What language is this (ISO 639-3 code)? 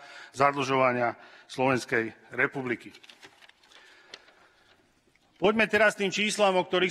slk